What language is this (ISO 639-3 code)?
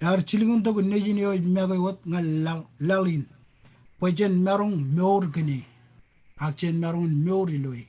mah